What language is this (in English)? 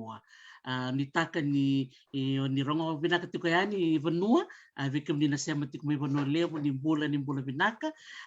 Fijian